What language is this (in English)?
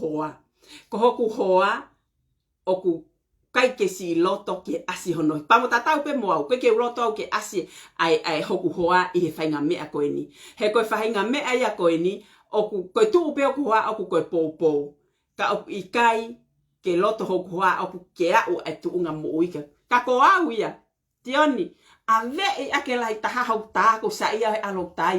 Tongan